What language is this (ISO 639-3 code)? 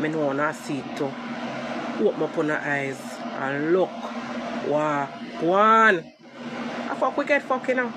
jam